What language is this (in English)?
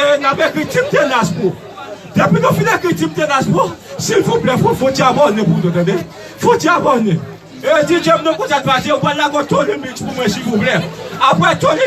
Haitian Creole